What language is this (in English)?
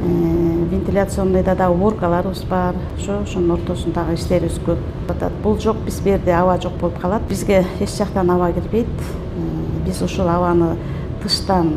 Kyrgyz